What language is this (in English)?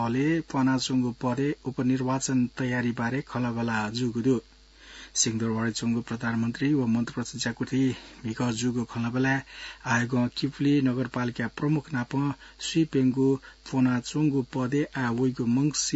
Newari